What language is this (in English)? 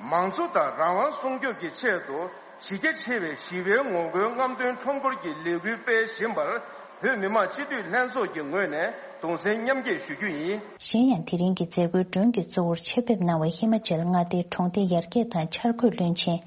Tibetan